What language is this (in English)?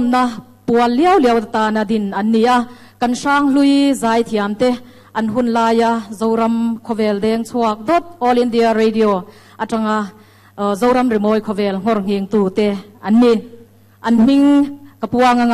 Mizo